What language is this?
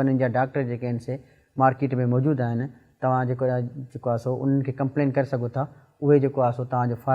Sindhi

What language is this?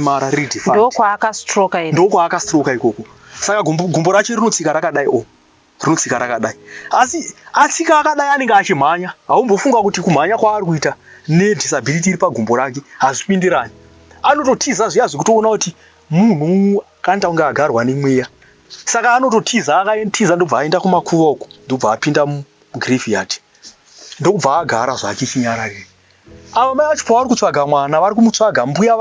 Shona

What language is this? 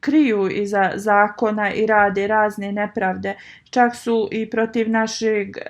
Bosnian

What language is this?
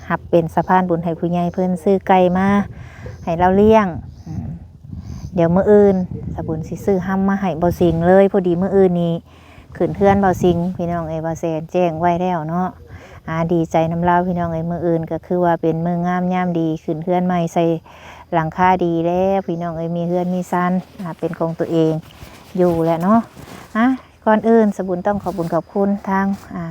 Northeastern Thai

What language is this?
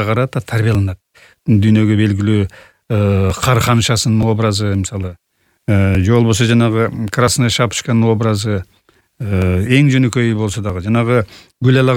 Kyrgyz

